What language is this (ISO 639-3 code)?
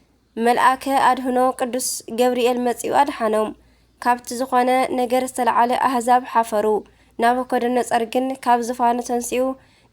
tir